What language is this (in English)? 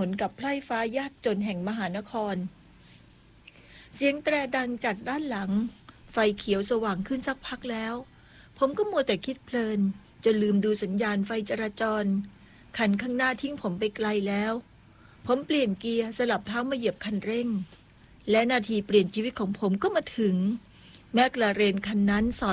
Thai